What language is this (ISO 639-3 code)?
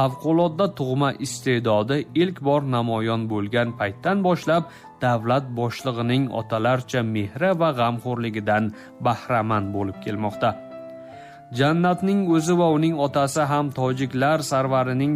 tgk